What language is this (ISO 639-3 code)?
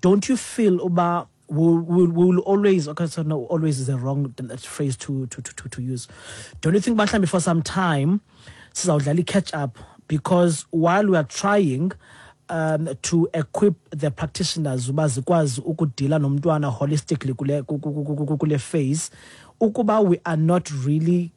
xho